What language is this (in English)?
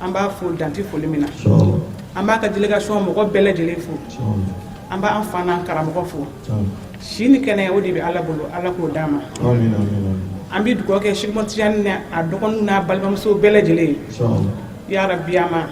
Bambara